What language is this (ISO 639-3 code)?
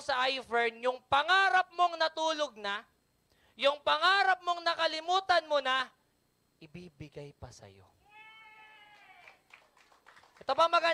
fil